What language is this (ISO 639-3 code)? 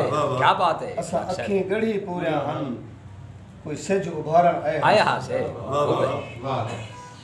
skr